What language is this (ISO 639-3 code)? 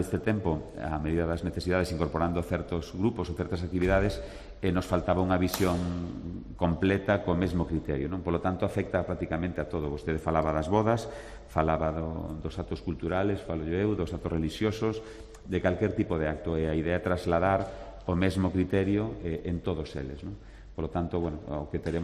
glg